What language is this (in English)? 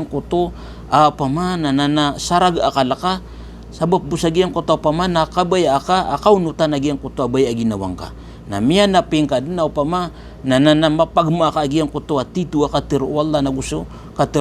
Maranao